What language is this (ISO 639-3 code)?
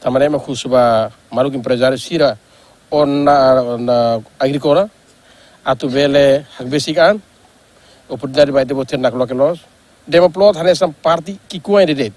tet